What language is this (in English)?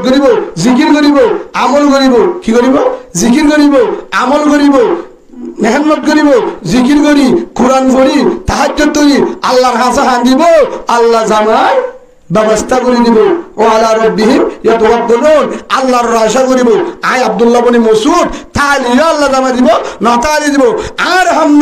Rohingya